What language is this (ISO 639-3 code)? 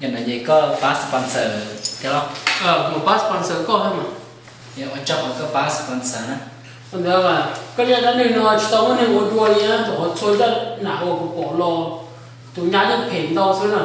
hmn